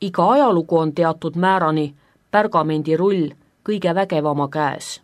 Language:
Estonian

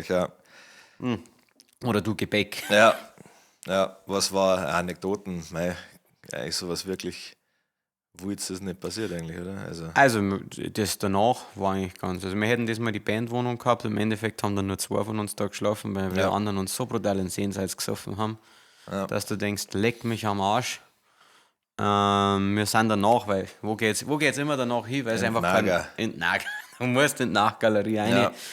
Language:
Bavarian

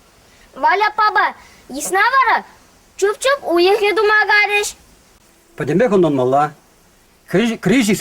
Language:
Chuvash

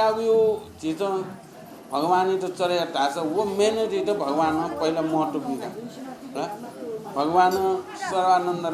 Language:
Newari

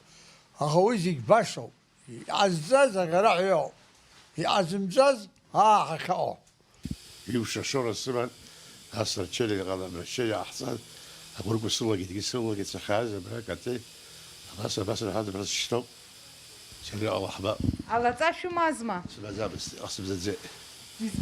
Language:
Abkhazian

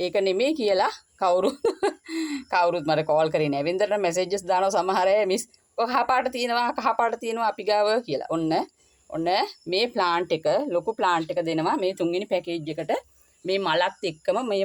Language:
Sinhala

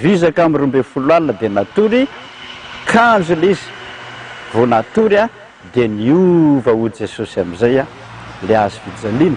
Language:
Malagasy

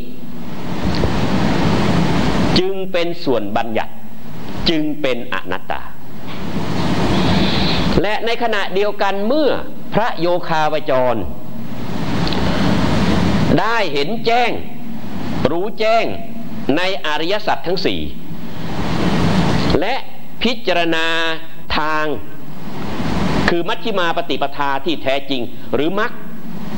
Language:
Thai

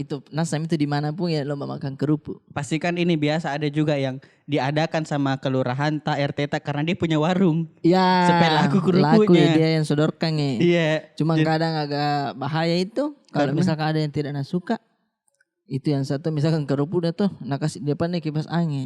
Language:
Makassar Malay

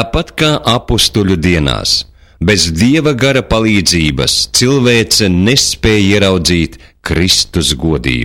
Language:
Latvian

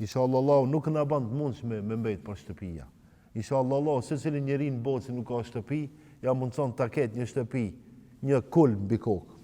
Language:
Albanian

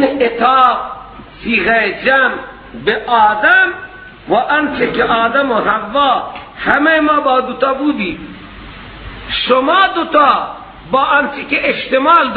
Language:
Persian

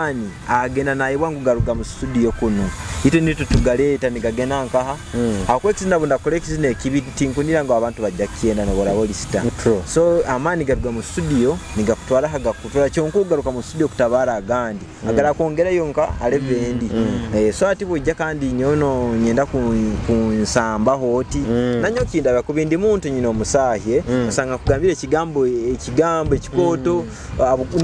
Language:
Nyoro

